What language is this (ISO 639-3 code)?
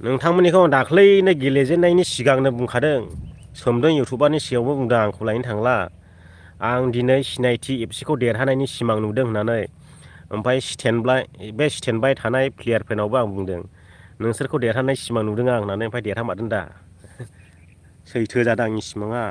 brx